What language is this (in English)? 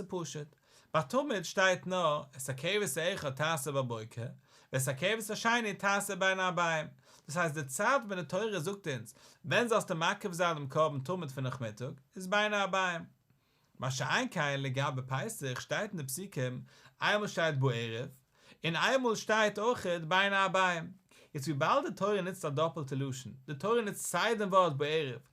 Yiddish